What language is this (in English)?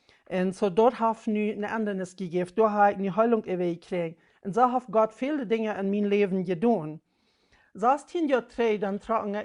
Plautdietsch